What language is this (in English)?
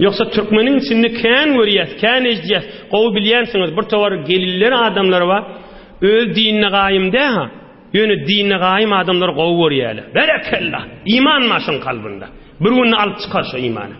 Turkmen